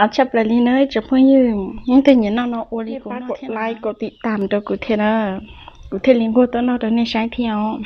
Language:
Hmong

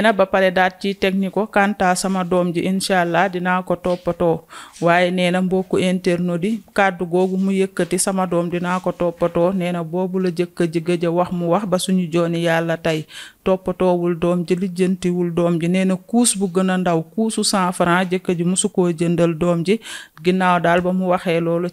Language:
Wolof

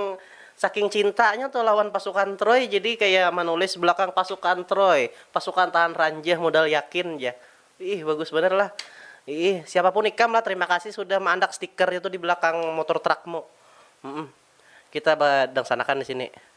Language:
Banjar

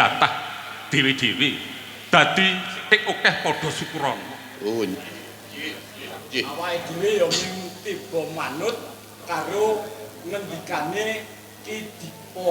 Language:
Javanese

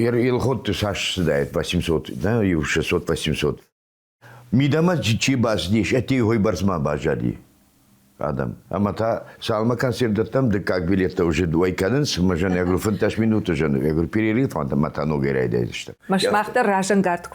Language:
Ossetic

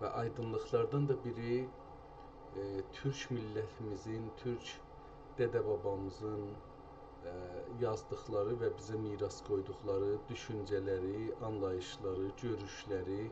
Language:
South Azerbaijani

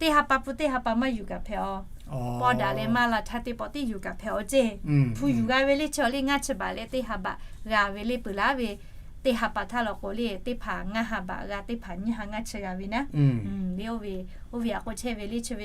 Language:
Lahu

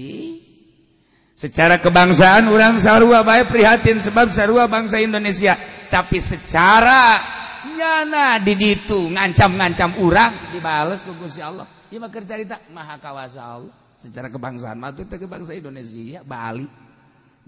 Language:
Sundanese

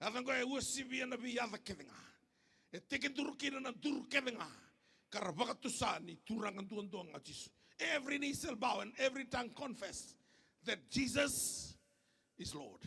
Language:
Fijian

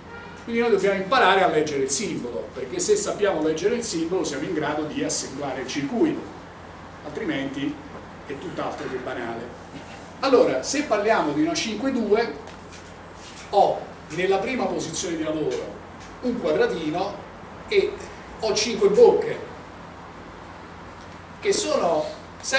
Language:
Italian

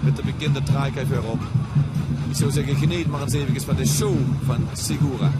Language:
Limburgish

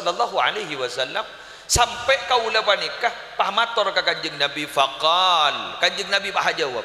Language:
Madurese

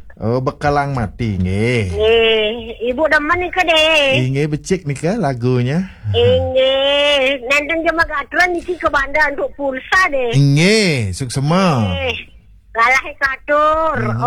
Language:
Balinese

